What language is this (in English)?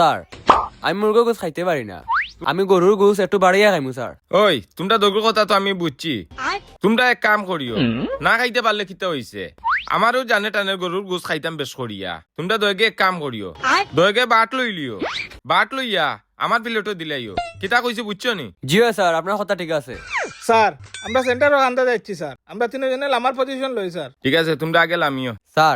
Sylheti